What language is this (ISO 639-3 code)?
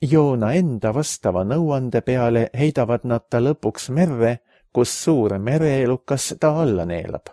est